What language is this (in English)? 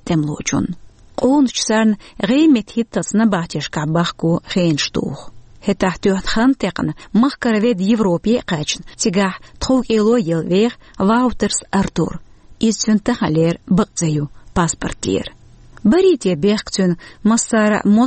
Chechen